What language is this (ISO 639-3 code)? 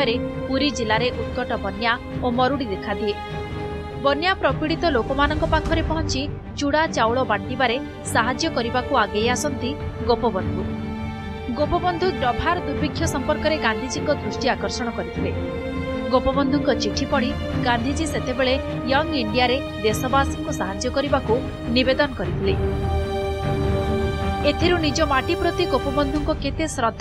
ori